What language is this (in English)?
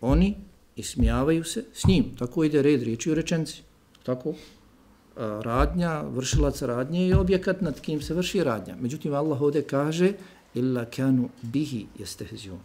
Bosnian